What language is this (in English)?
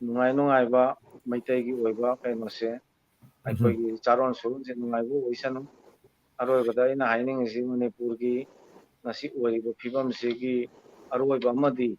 Manipuri